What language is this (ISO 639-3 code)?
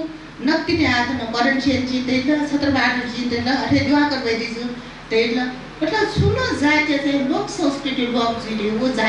new